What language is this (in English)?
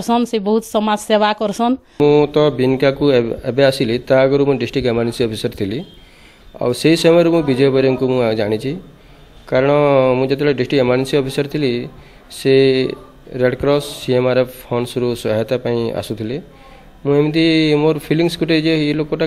Odia